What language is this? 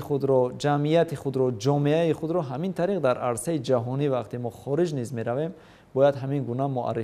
Tajik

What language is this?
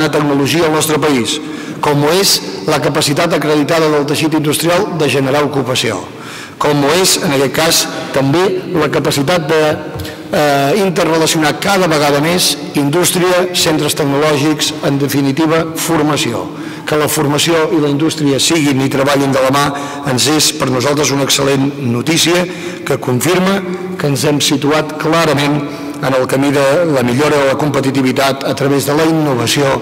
Catalan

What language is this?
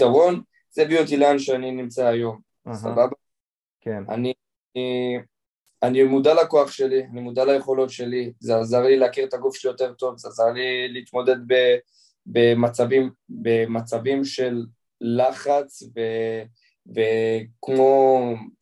Hebrew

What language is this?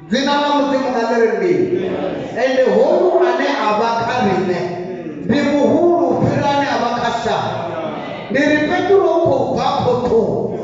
Venda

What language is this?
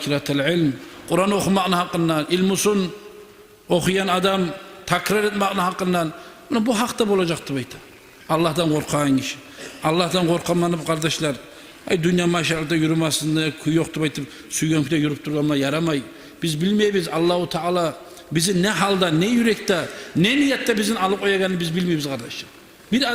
Kumyk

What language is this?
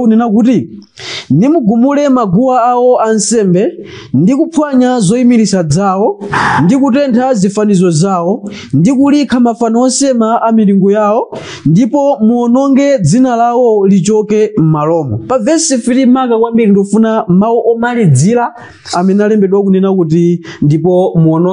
Nyanja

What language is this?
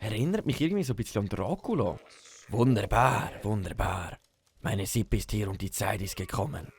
Swiss German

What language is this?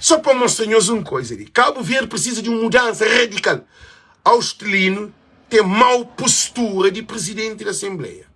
Kabuverdianu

